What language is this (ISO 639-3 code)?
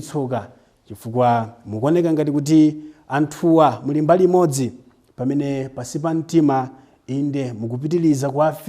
nya